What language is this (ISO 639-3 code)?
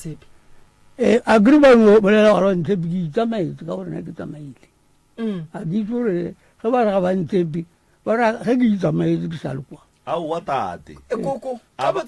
nso